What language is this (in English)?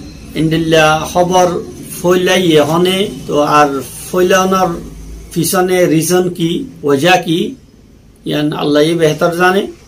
Rohingya